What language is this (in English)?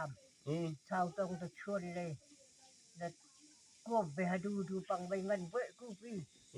Naga Pidgin